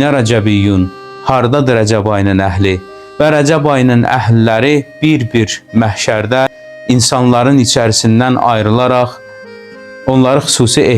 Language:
Azerbaijani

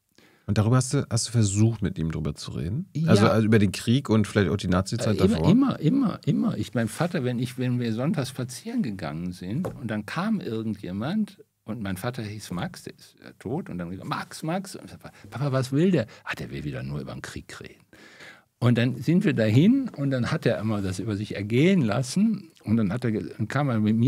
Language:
German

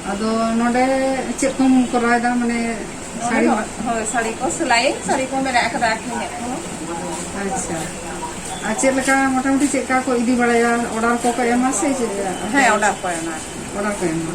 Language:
Santali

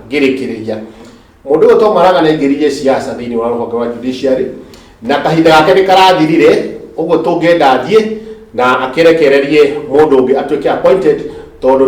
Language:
Kikuyu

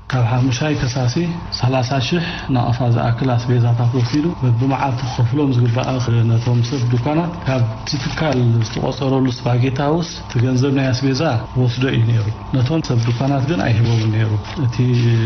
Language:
Tigrinya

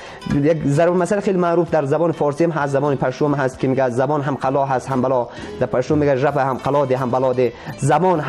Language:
Persian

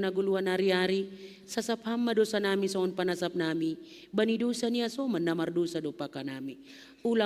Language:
Batak Simalungun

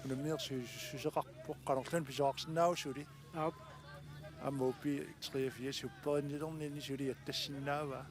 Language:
Kalaallisut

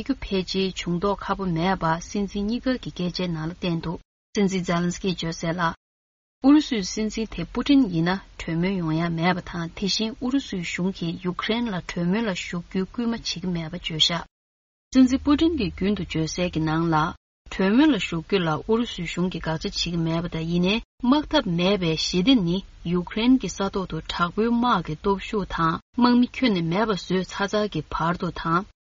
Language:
Tibetan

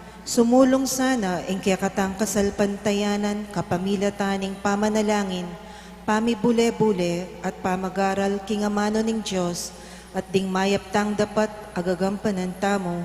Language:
Pampanga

